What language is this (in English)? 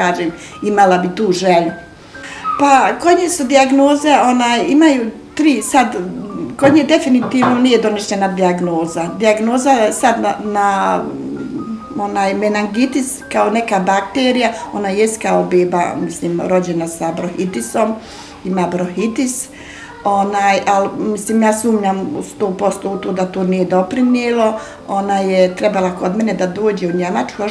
Bosnian